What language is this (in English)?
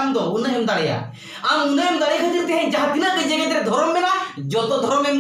Santali